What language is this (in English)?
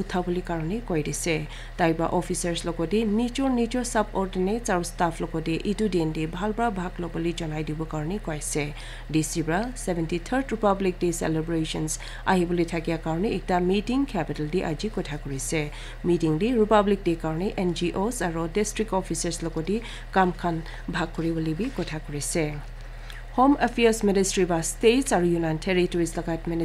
Naga Pidgin